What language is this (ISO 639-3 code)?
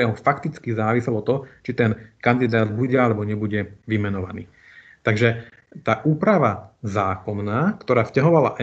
slk